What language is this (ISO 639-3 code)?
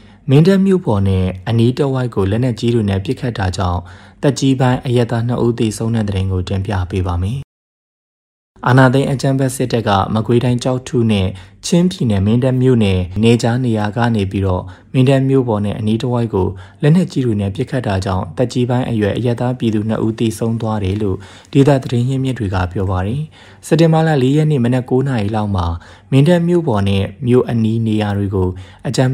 mya